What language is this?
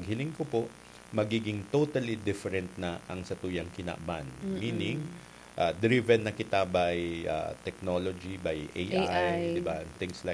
Bikol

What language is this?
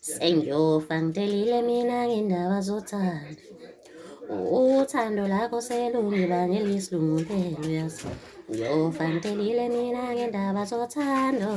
Zulu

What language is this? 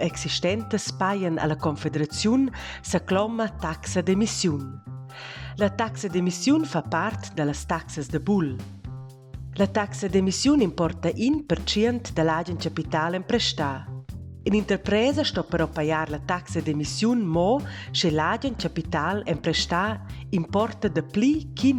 Romansh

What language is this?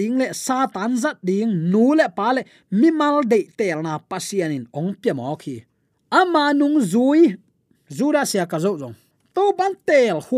Tedim Chin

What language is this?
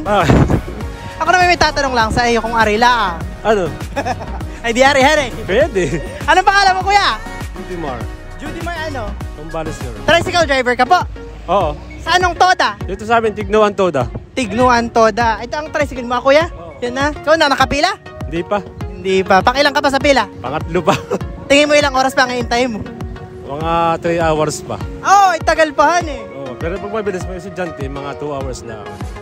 Filipino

